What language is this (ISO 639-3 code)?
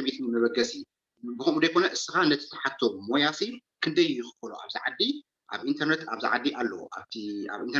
tir